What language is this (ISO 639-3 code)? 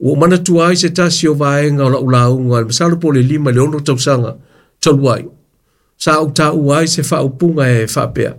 smo